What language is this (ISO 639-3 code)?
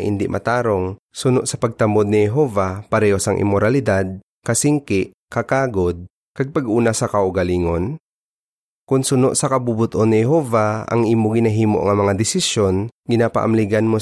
hil